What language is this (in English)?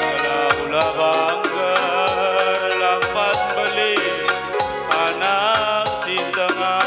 Batak Karo